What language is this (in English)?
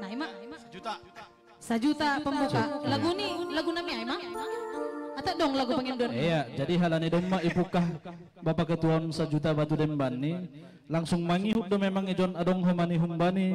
Batak Simalungun